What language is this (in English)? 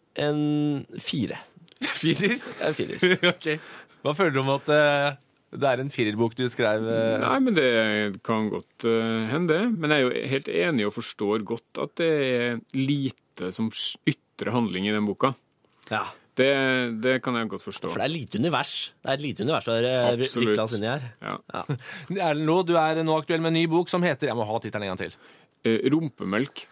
Norwegian